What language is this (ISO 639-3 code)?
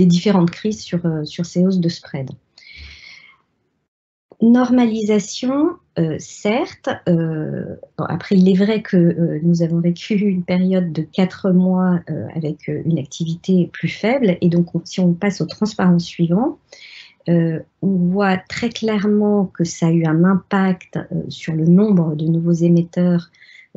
fra